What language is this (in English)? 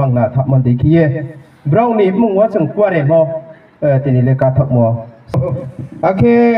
Riang (India)